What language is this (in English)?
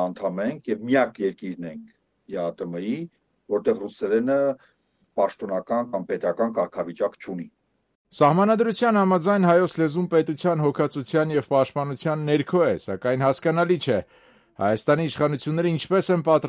Armenian